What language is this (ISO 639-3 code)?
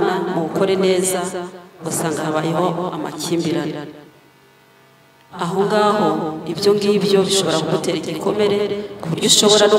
kin